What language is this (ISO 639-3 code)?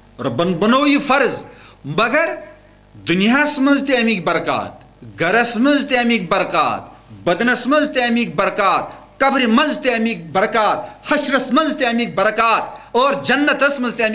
kas